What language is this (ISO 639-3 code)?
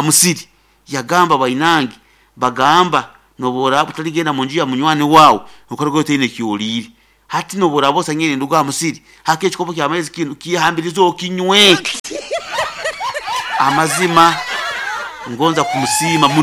nyo